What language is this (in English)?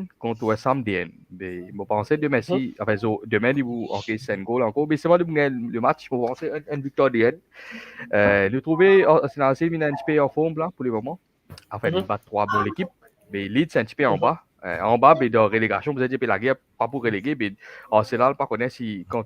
Morisyen